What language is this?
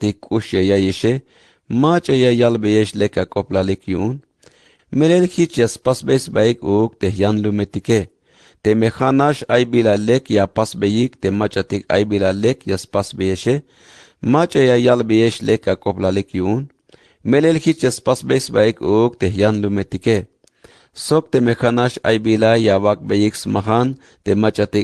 Tzeltal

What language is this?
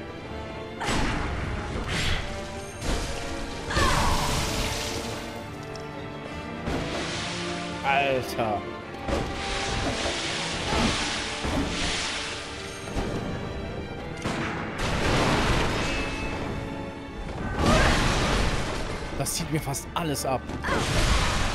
German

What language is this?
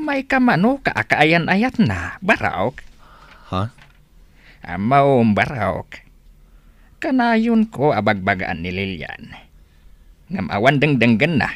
Iloko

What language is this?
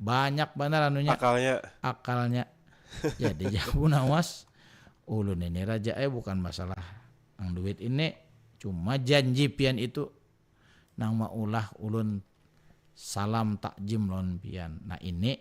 Banjar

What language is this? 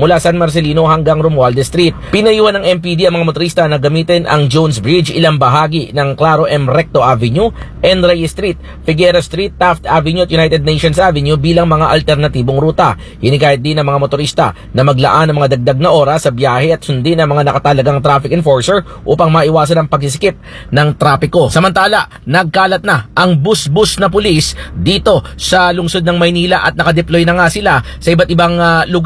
Filipino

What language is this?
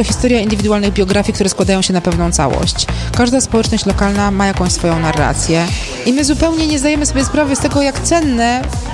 Polish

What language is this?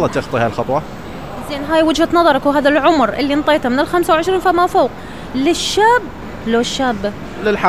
Mesopotamian Arabic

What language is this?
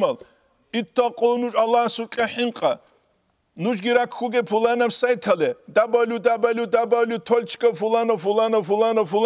Avaric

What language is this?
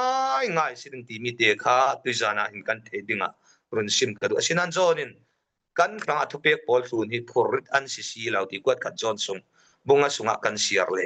Falam Chin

